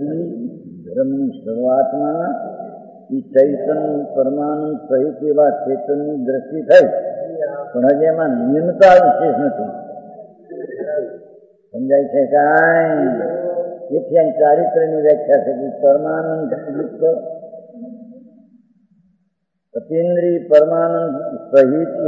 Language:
Gujarati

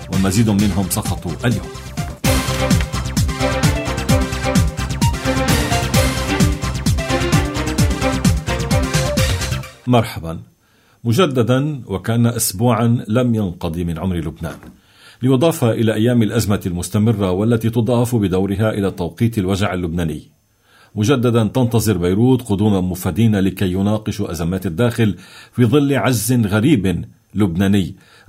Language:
Arabic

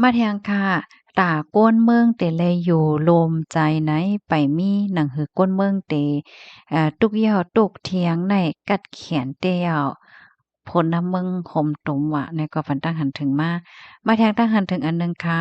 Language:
Shan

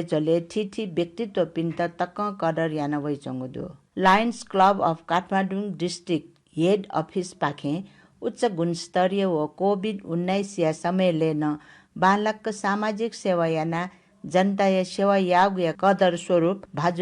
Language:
Newari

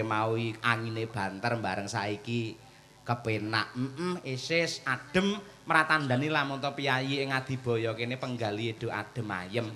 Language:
Javanese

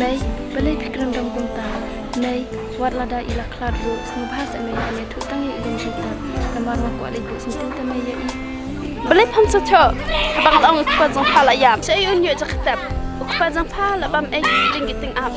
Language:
Khasi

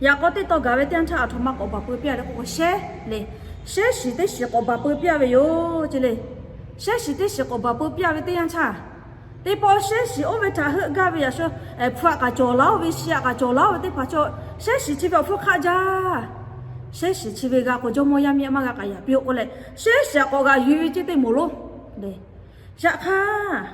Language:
Lahu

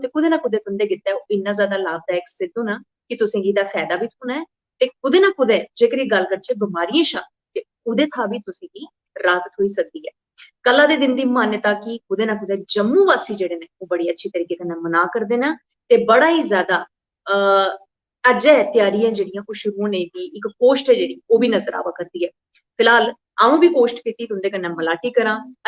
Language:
Dogri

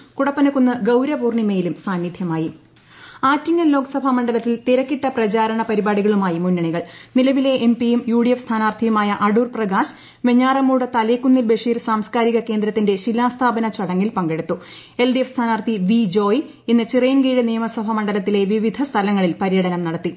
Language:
Malayalam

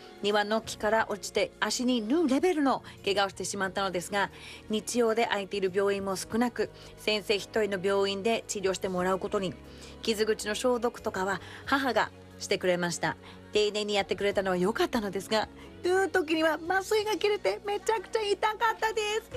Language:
Japanese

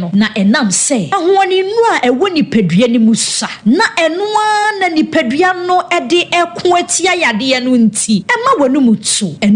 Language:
Akan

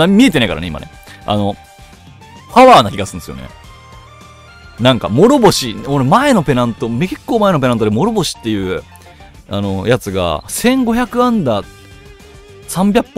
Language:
Japanese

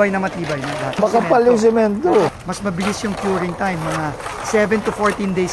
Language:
Filipino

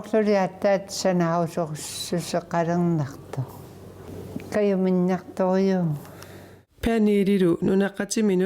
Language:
Kalaallisut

